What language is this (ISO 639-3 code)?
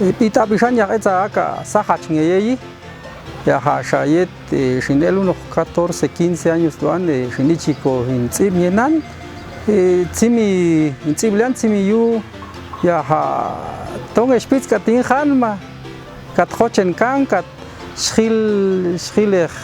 jac